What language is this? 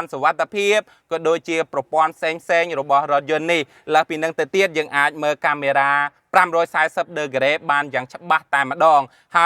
Khmer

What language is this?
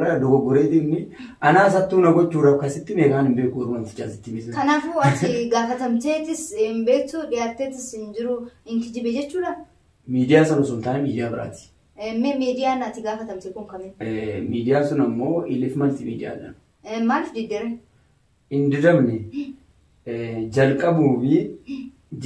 Oromo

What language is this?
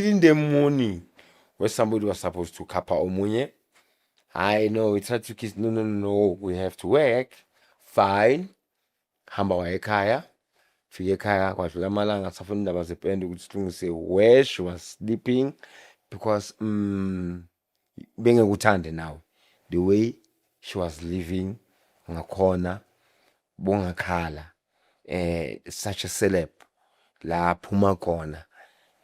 Zulu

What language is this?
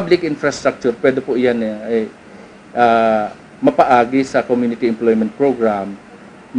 Bikol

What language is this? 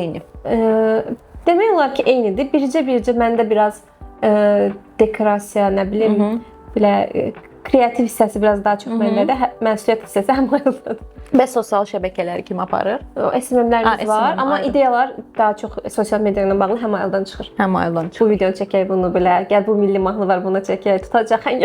Azerbaijani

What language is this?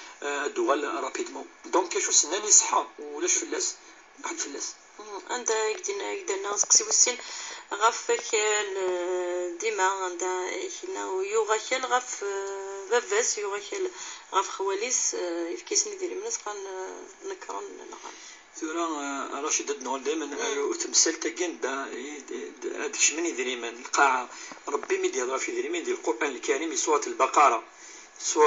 Kabyle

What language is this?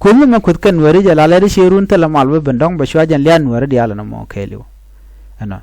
Nuer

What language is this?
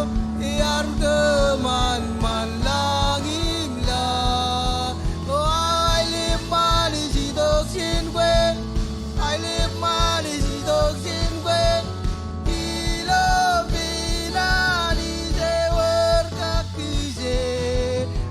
Marshallese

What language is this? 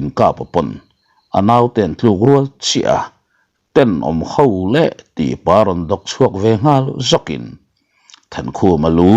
Mizo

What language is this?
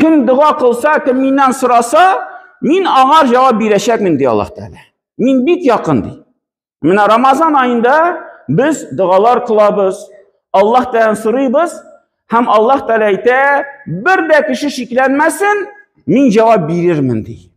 Tatar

